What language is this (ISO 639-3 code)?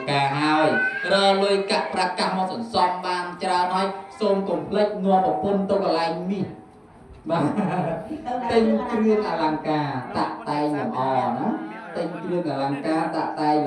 khm